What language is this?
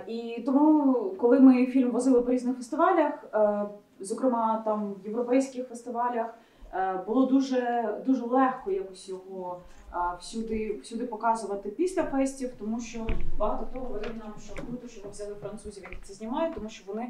Ukrainian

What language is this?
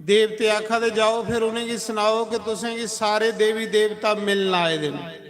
Dogri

